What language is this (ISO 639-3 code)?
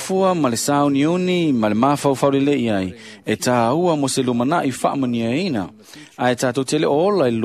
smo